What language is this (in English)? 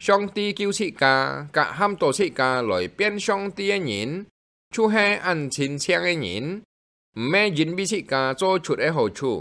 Hakka Chinese